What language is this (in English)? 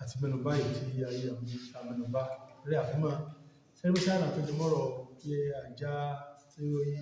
Yoruba